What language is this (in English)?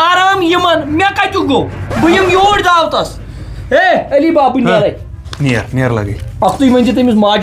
Kashmiri